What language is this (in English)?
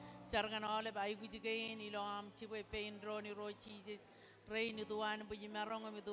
Marshallese